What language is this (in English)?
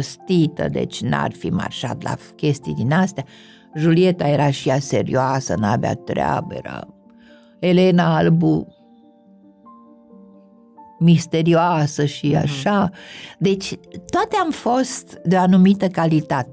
Romanian